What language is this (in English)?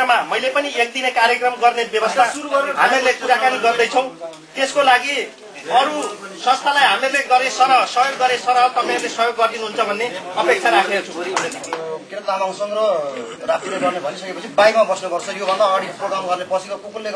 Nepali